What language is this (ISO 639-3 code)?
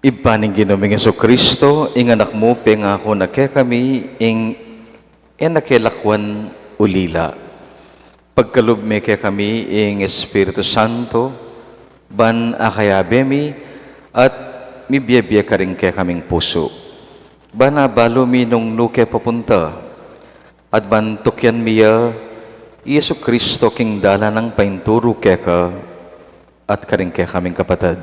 pam